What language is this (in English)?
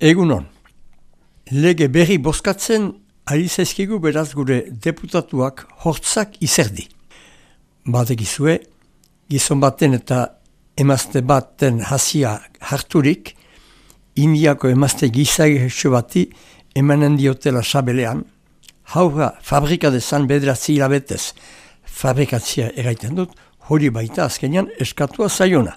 Basque